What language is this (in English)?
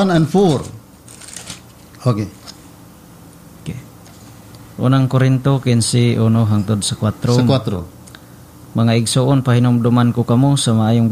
Cebuano